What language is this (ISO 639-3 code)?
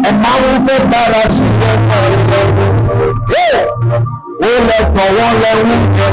ewe